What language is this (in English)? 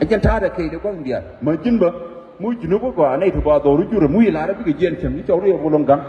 Nuer